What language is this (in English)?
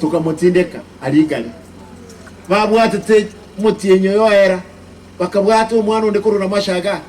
Gusii